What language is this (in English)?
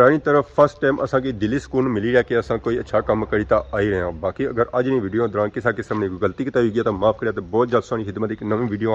Pahari-Potwari